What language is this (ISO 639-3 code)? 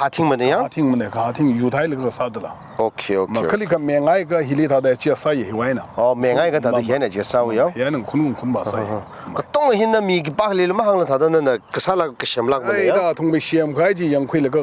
nmf